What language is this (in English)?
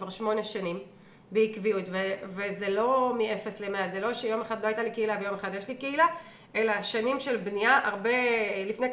Hebrew